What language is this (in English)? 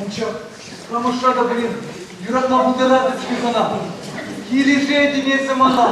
Chuvash